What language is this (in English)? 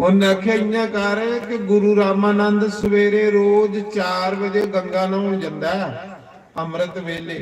Dogri